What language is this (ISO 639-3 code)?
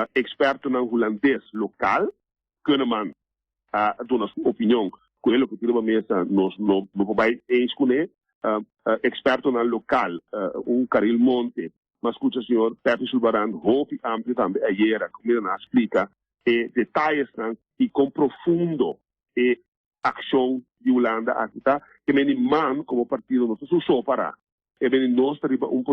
pap